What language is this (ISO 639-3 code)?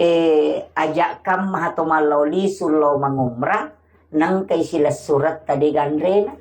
bug